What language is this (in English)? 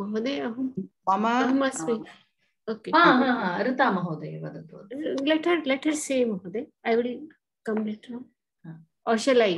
Sanskrit